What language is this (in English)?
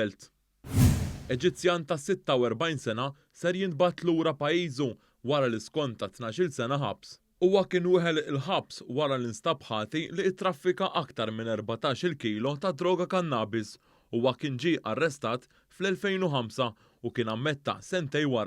Maltese